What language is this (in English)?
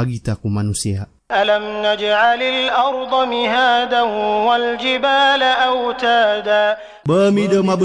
Maranao